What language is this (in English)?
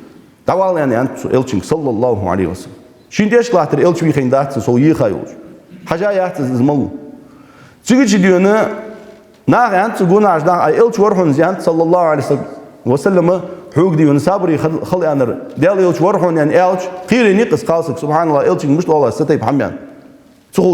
Ingush